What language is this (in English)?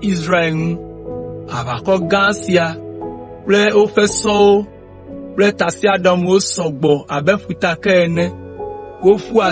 Ewe